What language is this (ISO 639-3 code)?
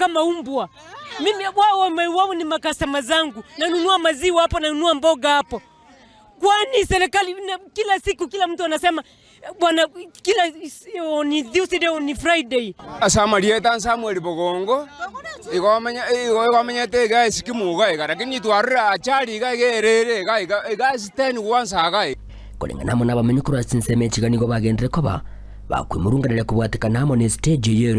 guz